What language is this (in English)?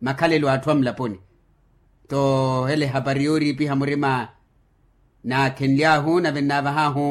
Makhuwa